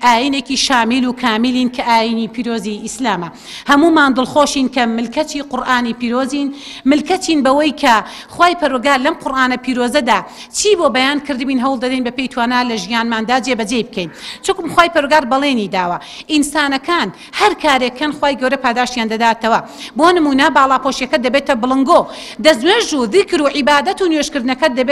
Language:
Central Kurdish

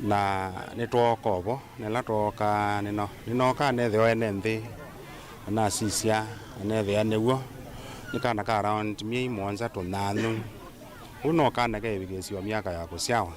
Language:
Kamba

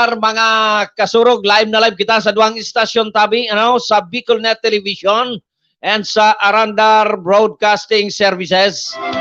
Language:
Bikol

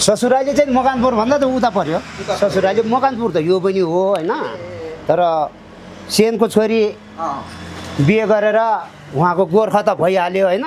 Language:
Nepali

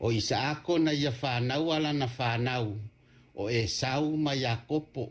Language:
Samoan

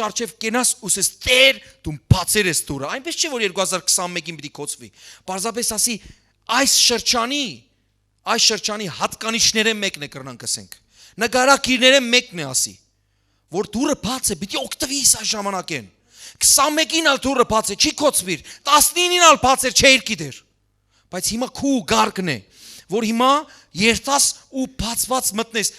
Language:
Western Armenian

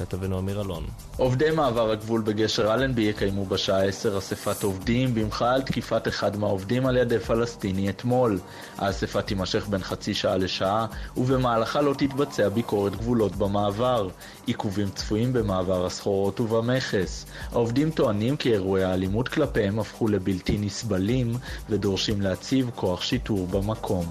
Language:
Hebrew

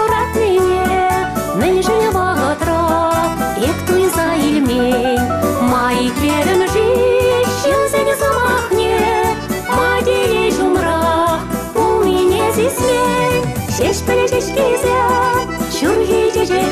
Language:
Chuvash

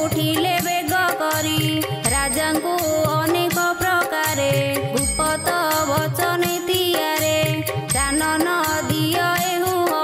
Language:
Odia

